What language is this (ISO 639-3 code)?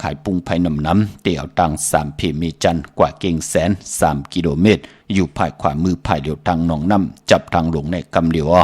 shn